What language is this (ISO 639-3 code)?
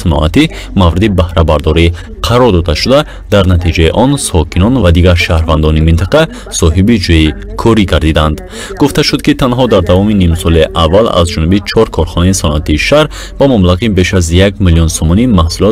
tgk